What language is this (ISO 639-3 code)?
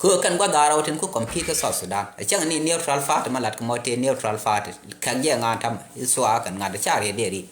nus